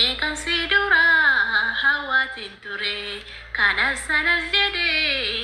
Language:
Oromo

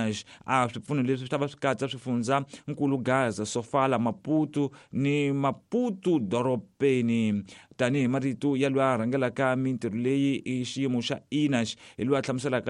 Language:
Tsonga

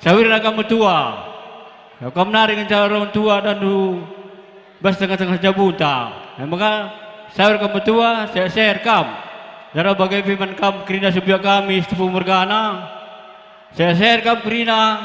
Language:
Batak Karo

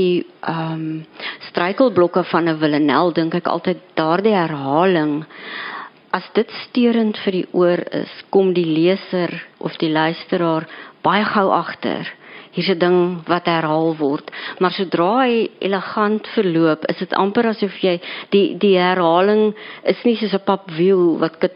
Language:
Afrikaans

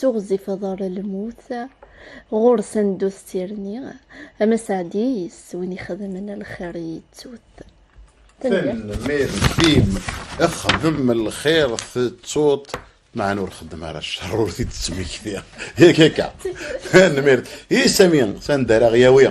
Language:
Kabyle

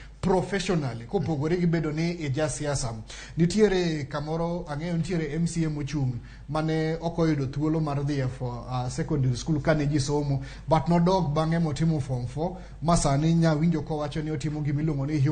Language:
Luo (Kenya and Tanzania)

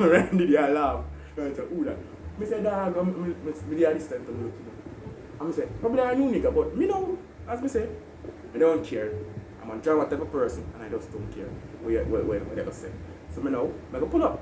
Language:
Jamaican Creole English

